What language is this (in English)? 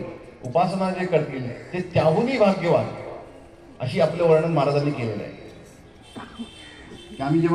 Marathi